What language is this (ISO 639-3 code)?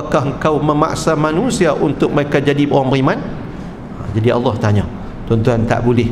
msa